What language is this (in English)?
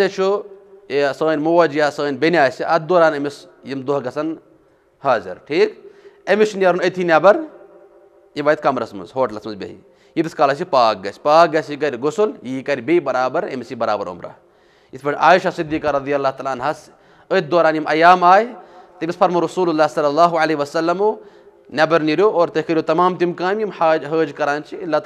Kashmiri